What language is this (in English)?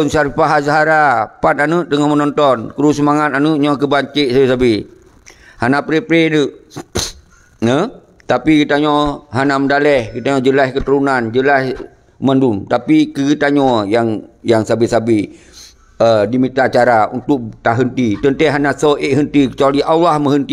Achinese